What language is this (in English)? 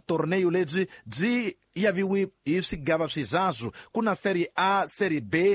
Tsonga